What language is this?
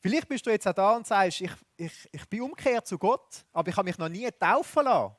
Swiss German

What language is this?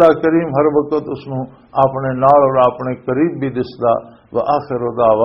Western Panjabi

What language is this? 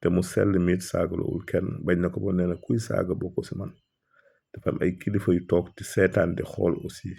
Wolof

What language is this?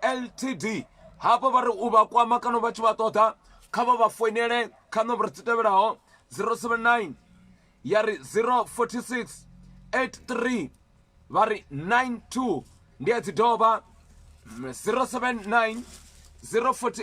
Venda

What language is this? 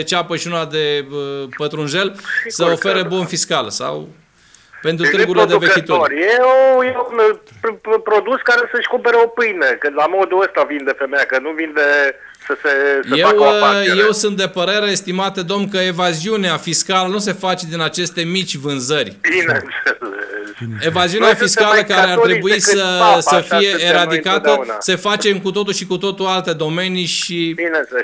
Romanian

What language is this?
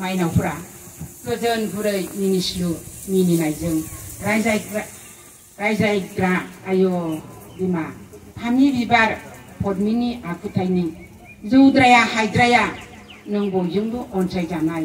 Bodo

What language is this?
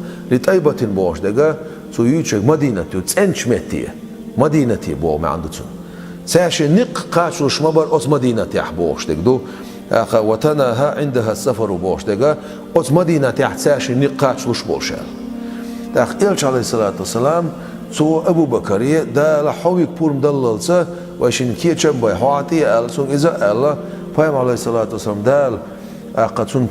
Chechen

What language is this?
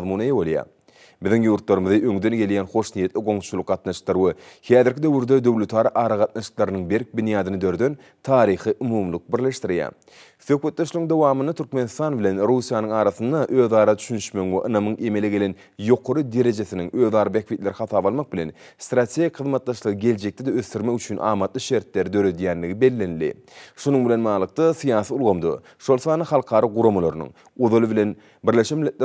Turkmen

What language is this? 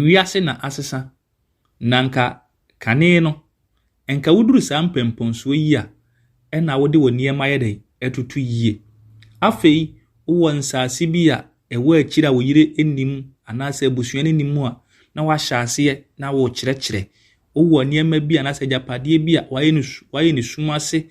Akan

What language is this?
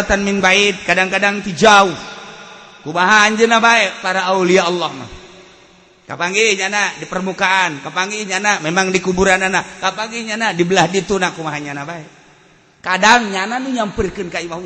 Sundanese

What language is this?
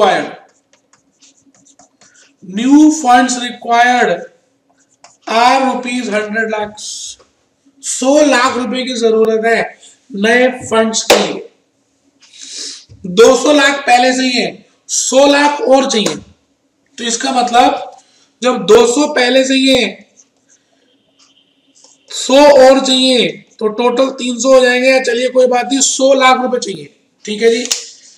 Hindi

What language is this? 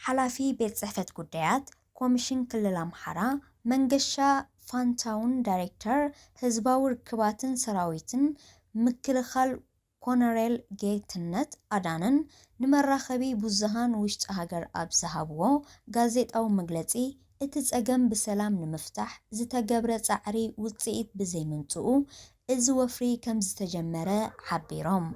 Tigrinya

